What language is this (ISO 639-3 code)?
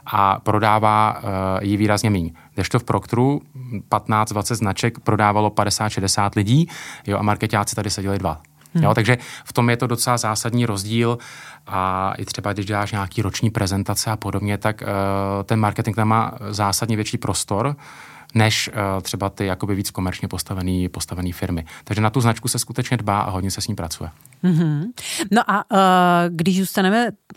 ces